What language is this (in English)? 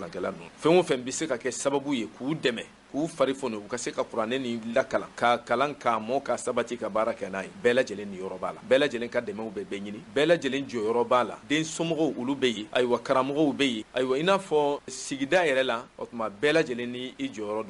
Bambara